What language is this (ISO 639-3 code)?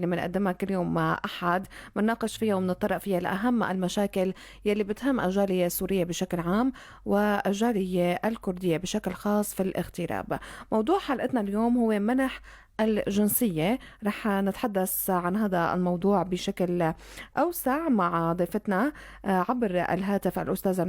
apc